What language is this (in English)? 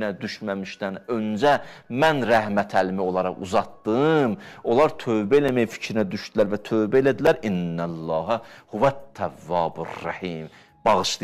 Azerbaijani